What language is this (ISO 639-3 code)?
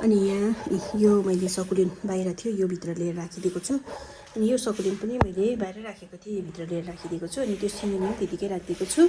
nep